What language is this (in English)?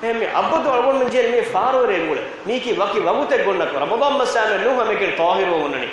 Divehi